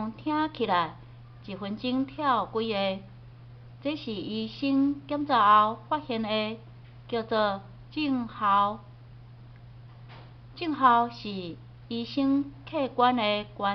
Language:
Min Nan Chinese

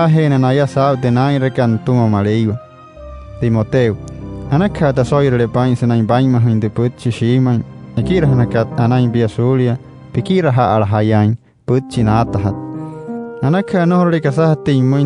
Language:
Wayuu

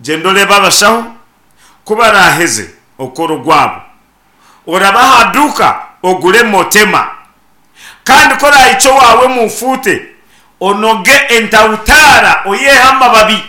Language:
Nyankole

